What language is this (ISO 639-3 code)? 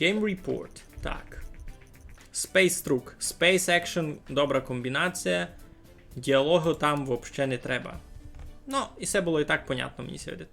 rue